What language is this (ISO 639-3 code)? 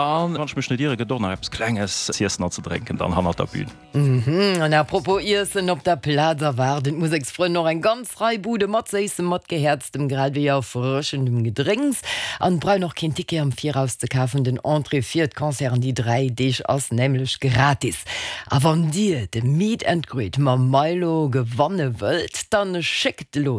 ltz